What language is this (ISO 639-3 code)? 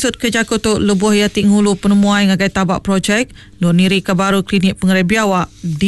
iba